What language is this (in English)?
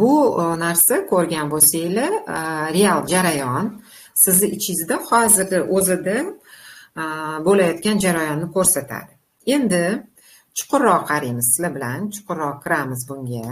Uzbek